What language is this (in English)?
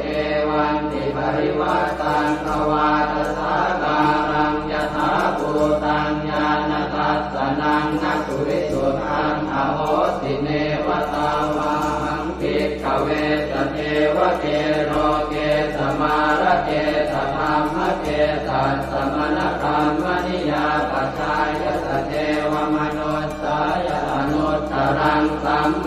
Pali